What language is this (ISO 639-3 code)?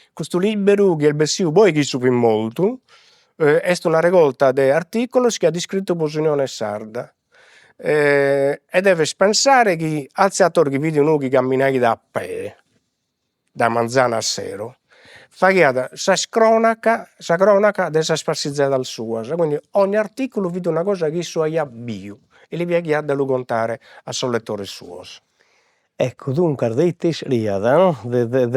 srd